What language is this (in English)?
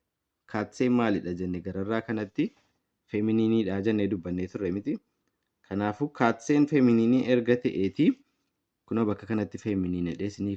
Oromo